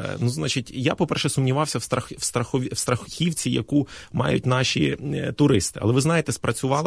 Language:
Ukrainian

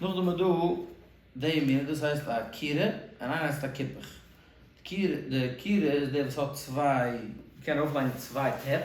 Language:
Yiddish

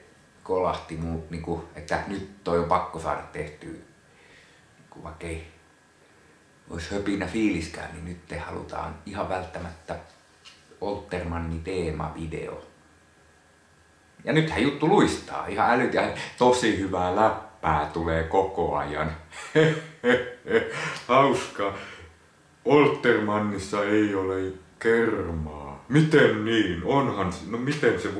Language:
Finnish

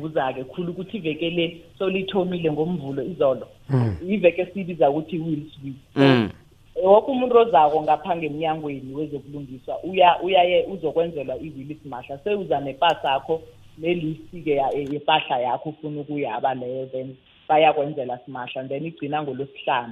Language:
South Ndebele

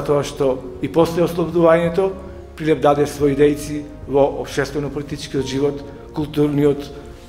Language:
Macedonian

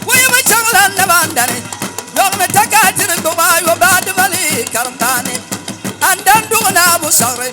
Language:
Dagbani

